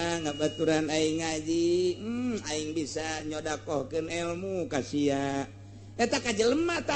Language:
Sundanese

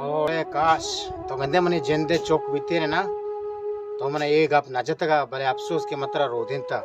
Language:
Baluchi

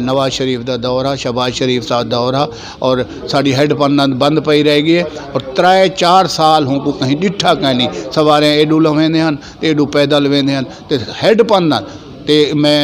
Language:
Saraiki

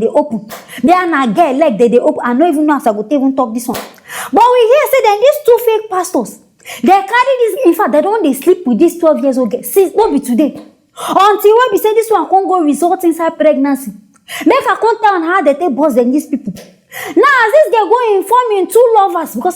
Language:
Nigerian Pidgin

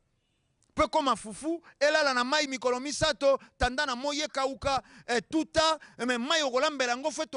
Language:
Lingala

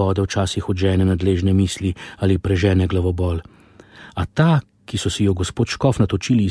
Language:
Slovenian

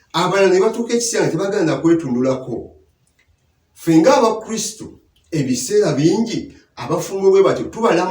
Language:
Ganda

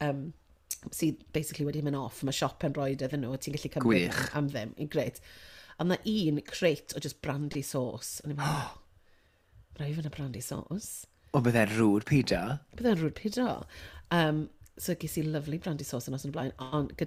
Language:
Welsh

